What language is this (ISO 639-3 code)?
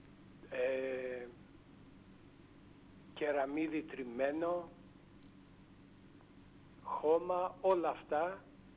ell